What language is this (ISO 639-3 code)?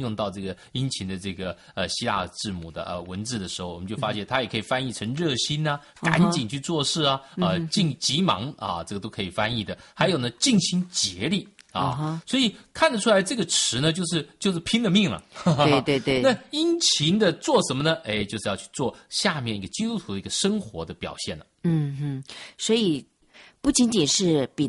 zho